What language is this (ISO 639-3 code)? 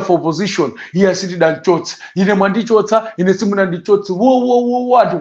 nya